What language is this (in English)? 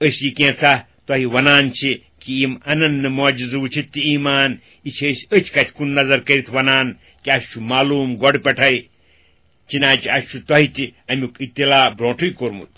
Kashmiri